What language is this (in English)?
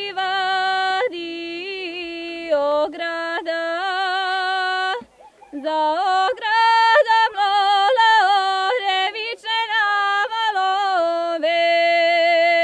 Serbian